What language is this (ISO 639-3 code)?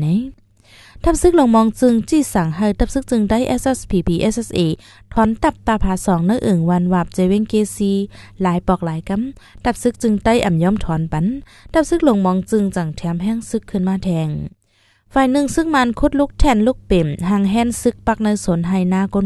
shn